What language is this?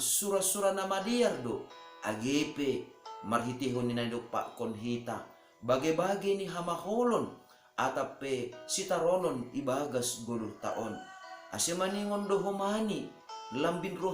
Batak Simalungun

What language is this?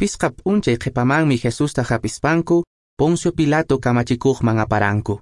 Quechua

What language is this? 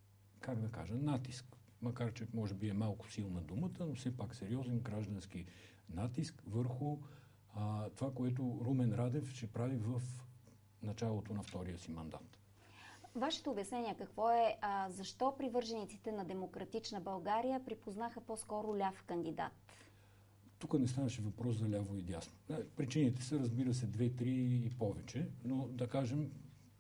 Bulgarian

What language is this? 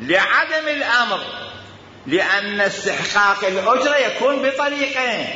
Mesopotamian Arabic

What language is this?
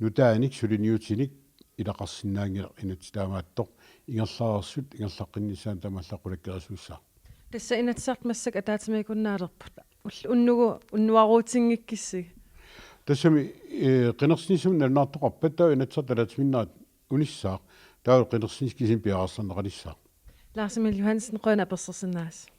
Kalaallisut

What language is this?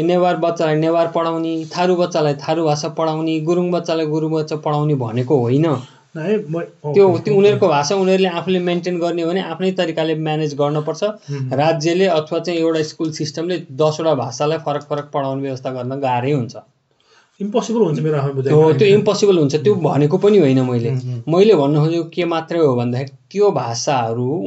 Nepali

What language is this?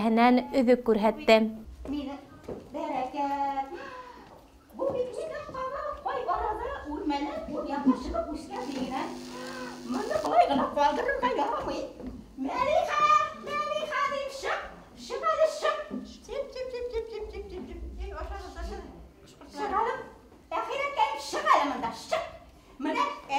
Bashkir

